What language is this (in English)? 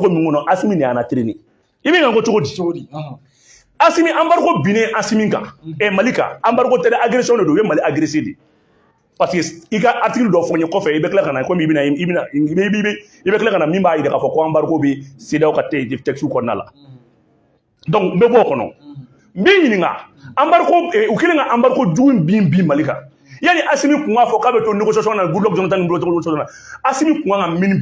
Bambara